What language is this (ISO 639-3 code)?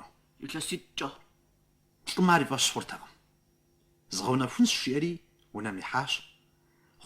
kbd